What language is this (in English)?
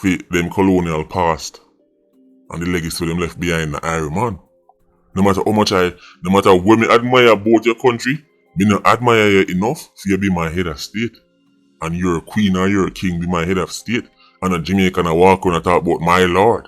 Jamaican Creole English